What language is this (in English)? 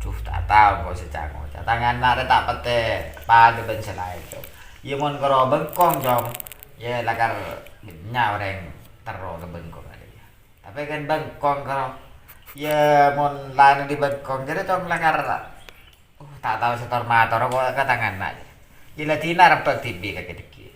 Madurese